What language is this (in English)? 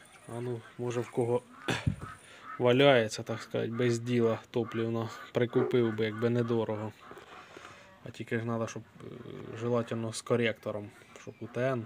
Ukrainian